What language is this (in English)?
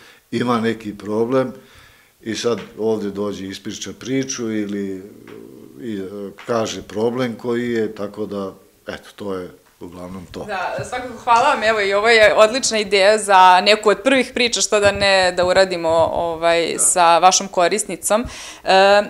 Serbian